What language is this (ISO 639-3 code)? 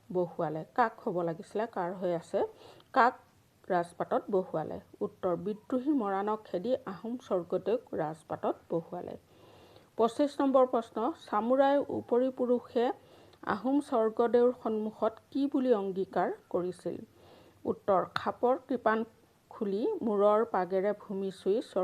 asm